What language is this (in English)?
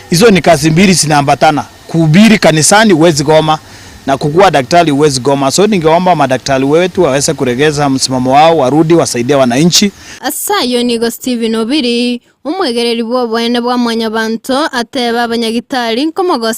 Gusii